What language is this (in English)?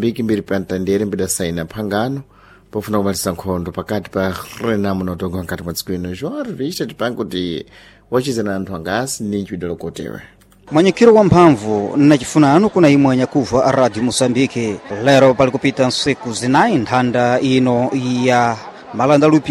Sena